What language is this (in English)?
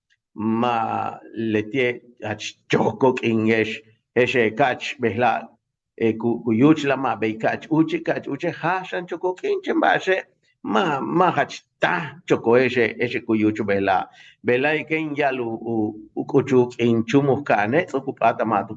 Yucateco